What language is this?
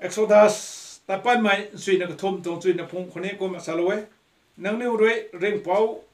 Rongmei Naga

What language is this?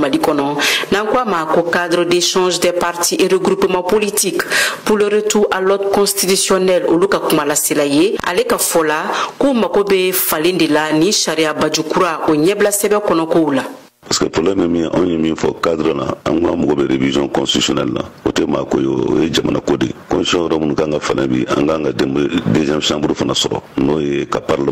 Bambara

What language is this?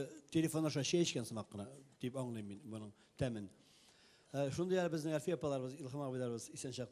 Tatar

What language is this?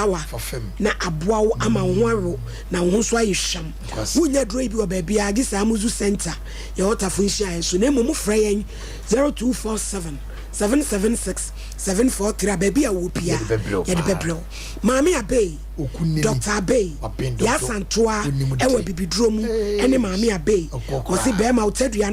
Akan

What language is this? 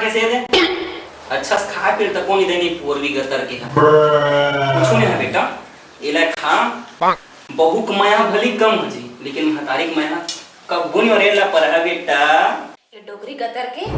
Chhattisgarhi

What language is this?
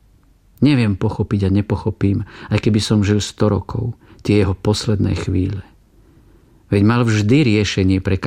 Slovak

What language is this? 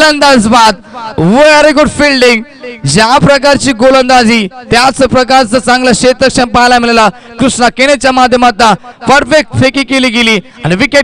Marathi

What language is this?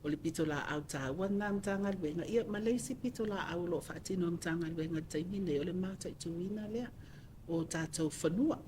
Samoan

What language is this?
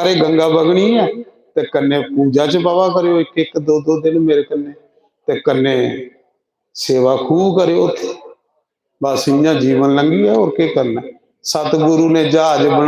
Dogri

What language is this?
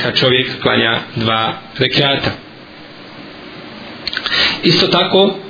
Bosnian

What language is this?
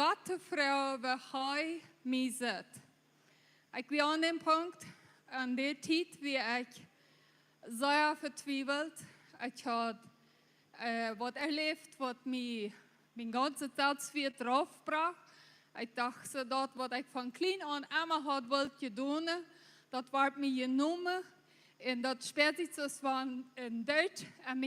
Plautdietsch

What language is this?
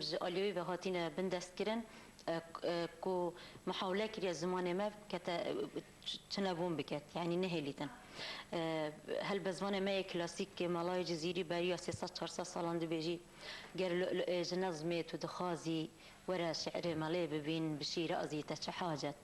Kurdish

